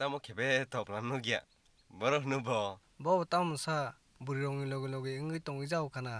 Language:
Kok Borok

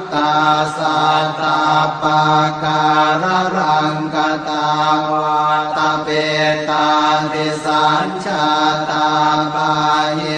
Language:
Pali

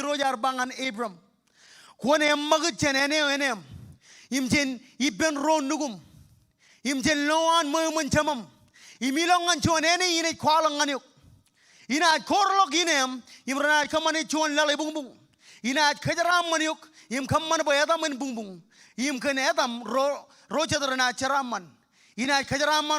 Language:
Marshallese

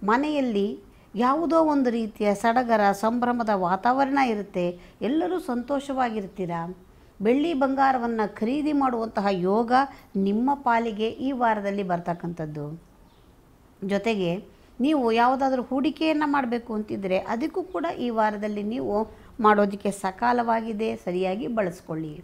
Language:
Kannada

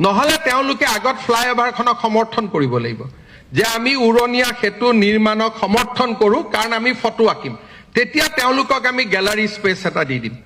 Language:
Assamese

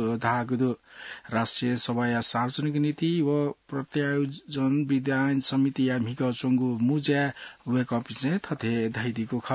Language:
Newari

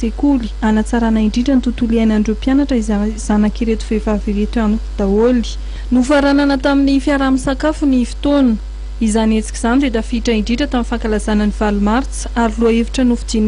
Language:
Malagasy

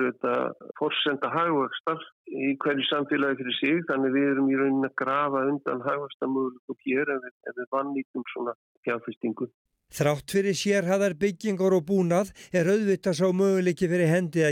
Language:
Icelandic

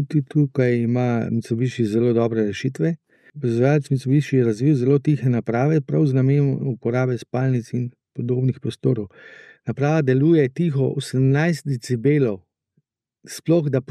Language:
Slovenian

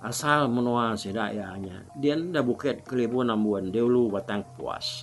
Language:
Iban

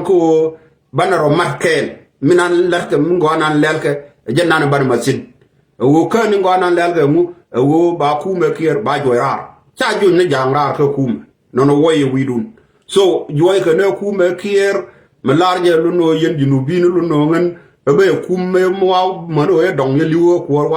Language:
Nuer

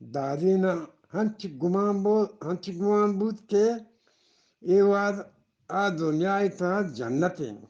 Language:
Eastern Balochi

